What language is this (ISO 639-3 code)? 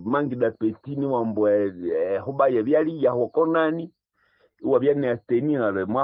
nnb